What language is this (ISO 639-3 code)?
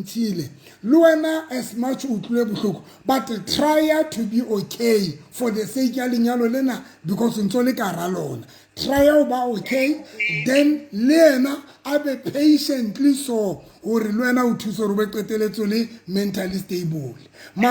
sot